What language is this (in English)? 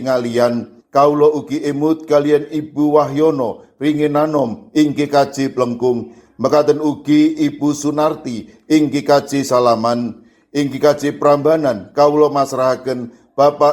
Javanese